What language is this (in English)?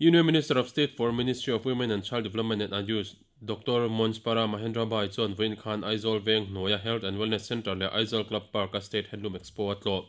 Mizo